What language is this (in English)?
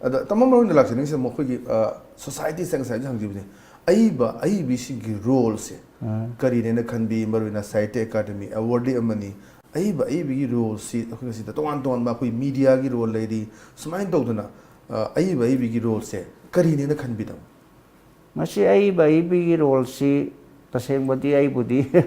Manipuri